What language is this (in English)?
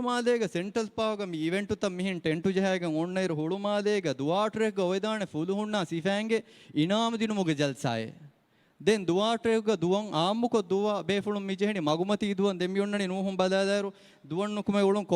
Divehi